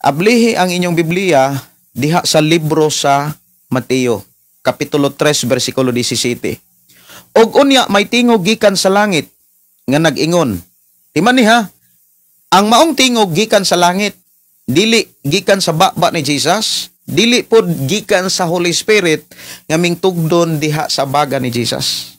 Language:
Cebuano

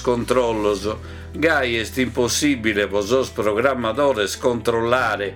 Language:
Sardinian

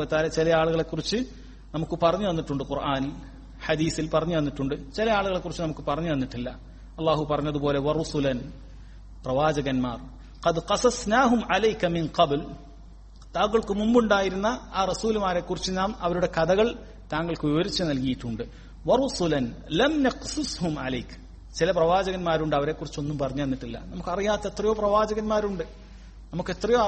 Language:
Malayalam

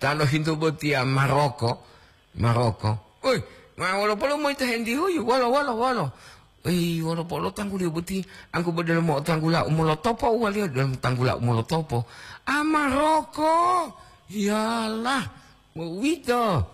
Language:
Gorontalo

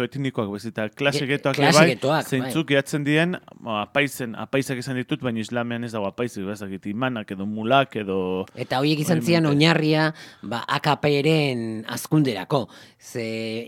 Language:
Basque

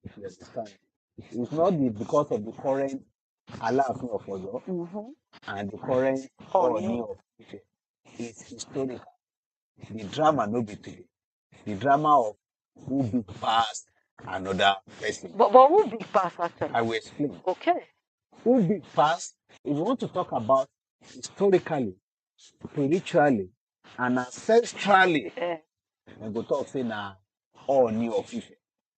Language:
Nigerian Pidgin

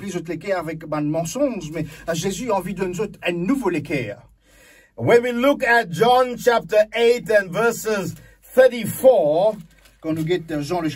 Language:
Morisyen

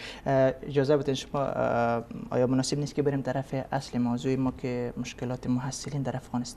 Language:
Persian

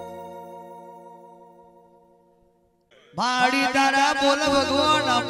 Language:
Gujarati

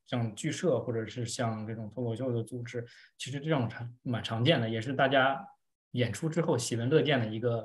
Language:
Chinese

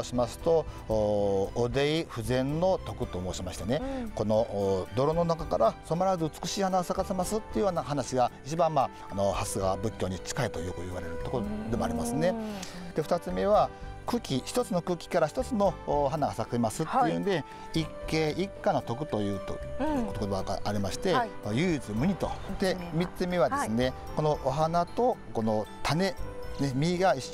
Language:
Japanese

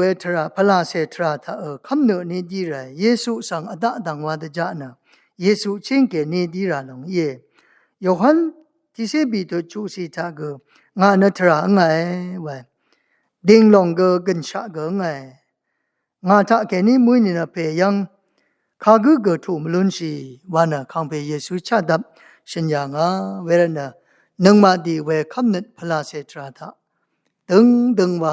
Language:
Rawang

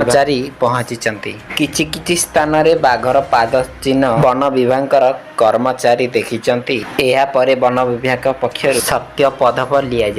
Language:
Odia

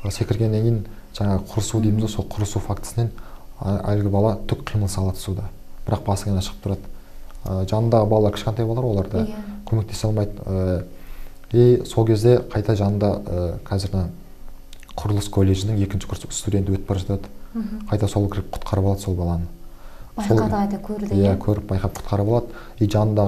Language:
Kazakh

